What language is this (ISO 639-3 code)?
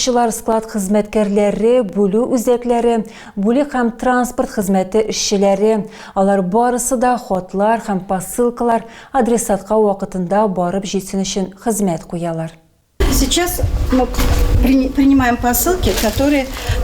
tat